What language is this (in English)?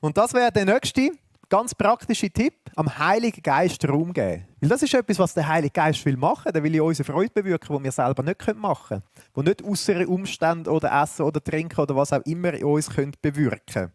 Swiss German